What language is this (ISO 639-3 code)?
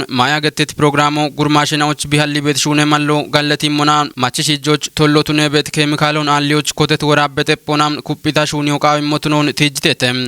kbr